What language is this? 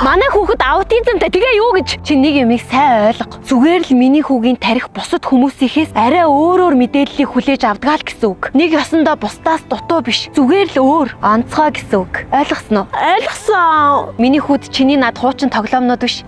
Mongolian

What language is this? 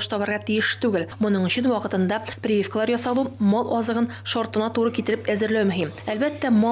Tatar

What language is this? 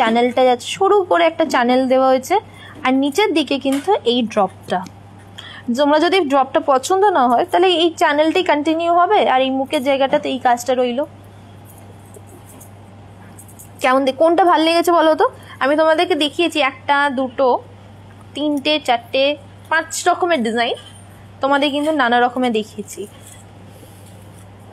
Bangla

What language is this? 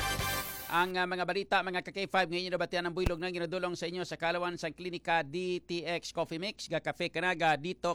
Hiligaynon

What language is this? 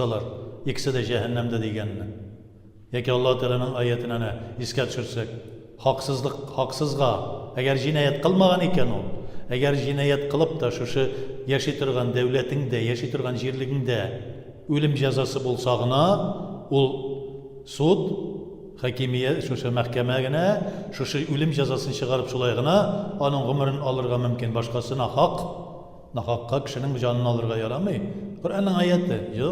Tatar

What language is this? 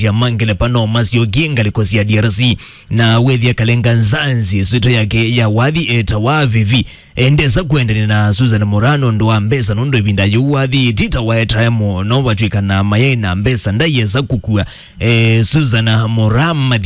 Kamba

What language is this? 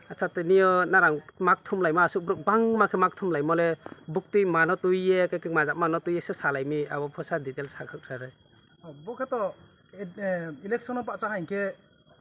Riang (India)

